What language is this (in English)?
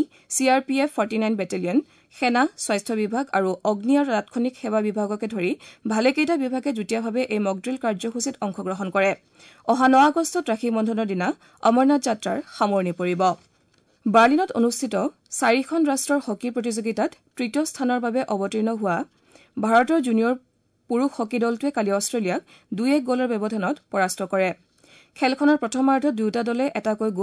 Assamese